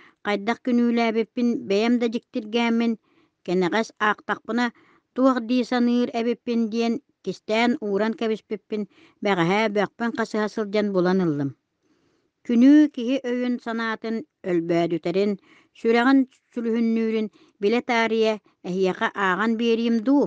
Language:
Yakut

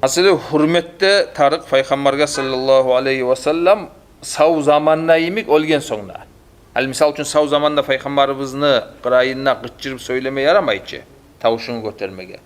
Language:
Kumyk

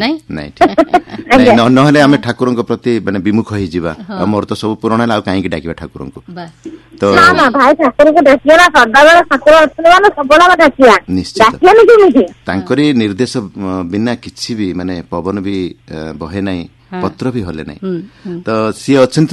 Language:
Odia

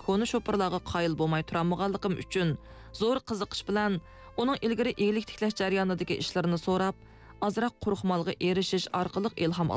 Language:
Uyghur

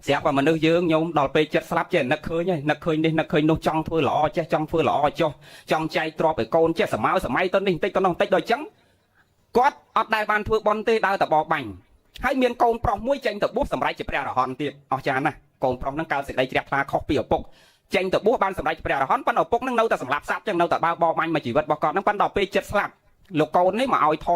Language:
Khmer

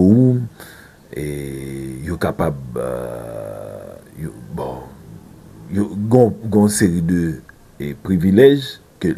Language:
Haitian Creole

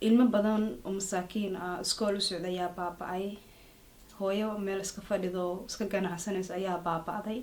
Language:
Somali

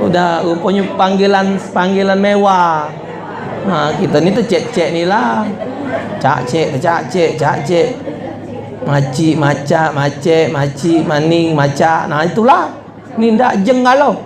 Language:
Musi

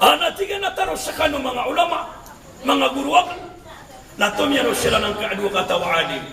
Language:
Maranao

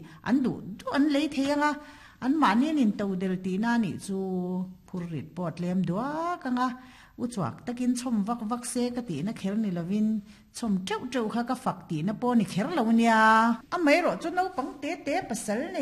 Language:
Mizo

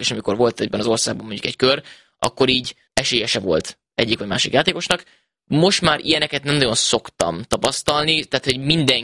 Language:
Hungarian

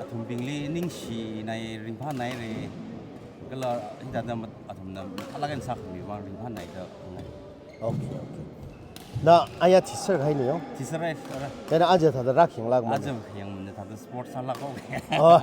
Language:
Tangkhul Naga (India)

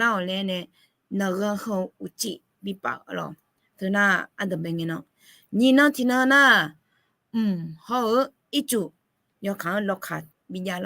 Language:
Akha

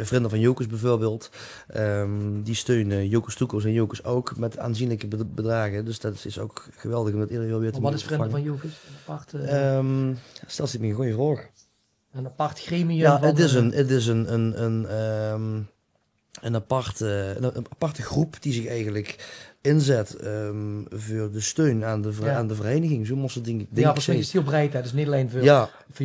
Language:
Limburgish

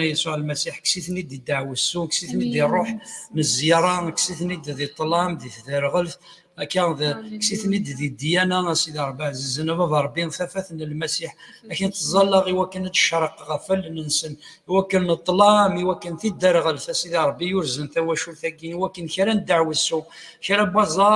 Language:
Kabyle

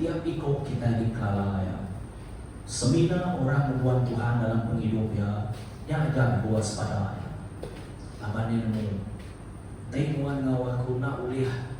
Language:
Iban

